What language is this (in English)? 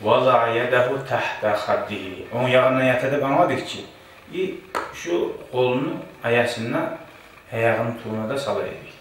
Kumyk